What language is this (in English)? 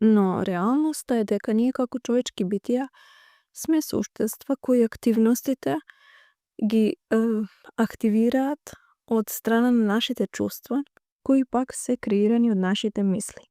Macedonian